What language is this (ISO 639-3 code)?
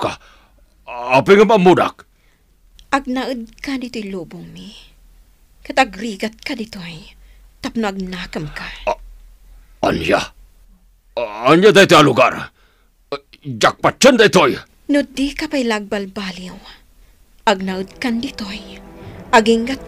ilo